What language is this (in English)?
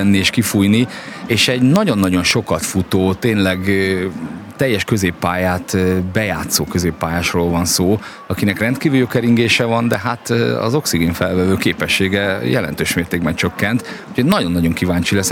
Hungarian